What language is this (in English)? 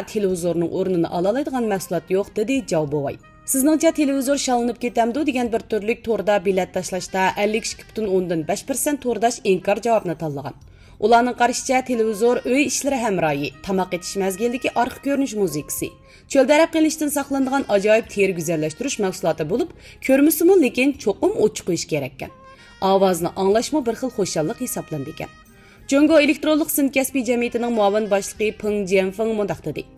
Uyghur